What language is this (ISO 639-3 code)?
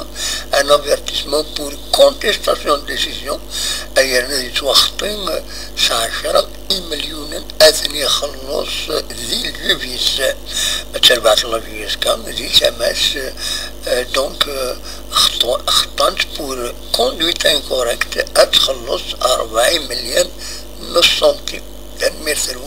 kab